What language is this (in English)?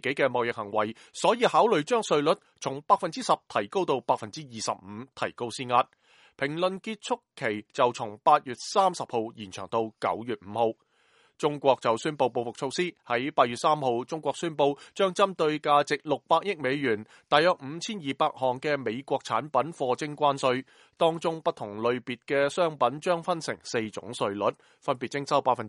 Cantonese